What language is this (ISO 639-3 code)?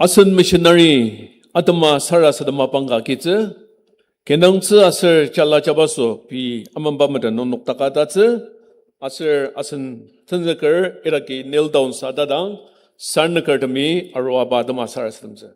njo